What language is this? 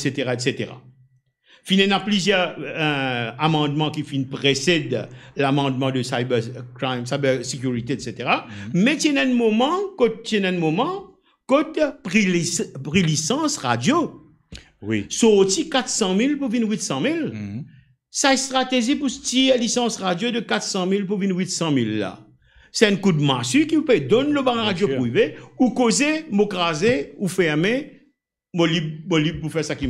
Morisyen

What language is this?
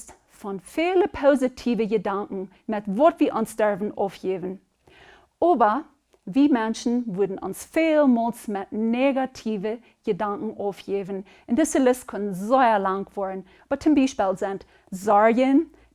Plautdietsch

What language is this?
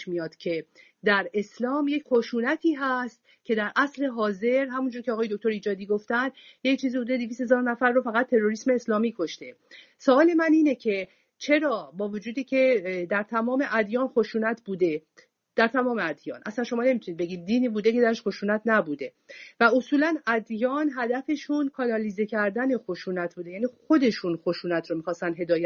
Persian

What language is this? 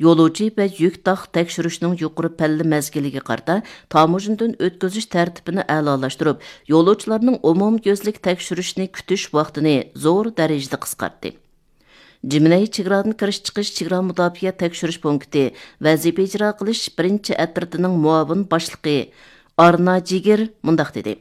Uyghur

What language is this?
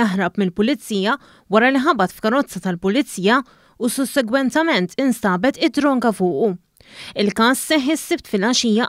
Maltese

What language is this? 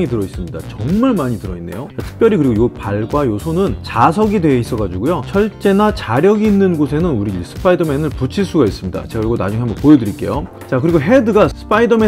Korean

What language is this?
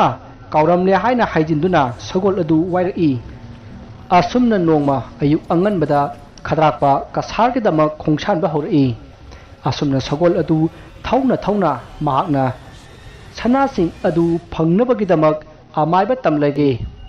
Manipuri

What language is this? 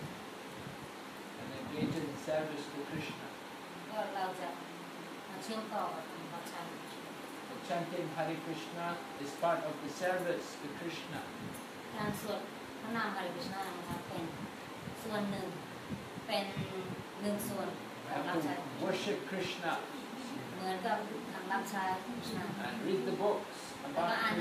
Thai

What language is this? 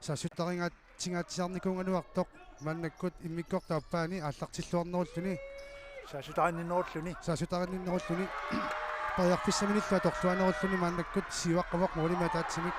Kalaallisut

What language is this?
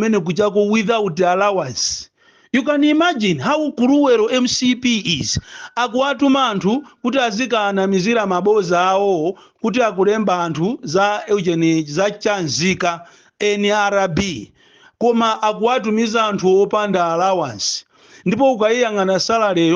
Nyanja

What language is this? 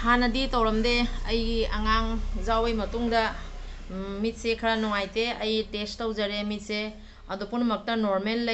Manipuri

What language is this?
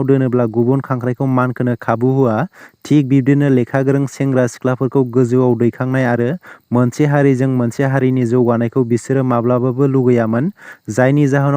Bodo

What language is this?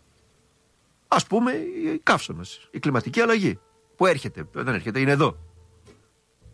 Greek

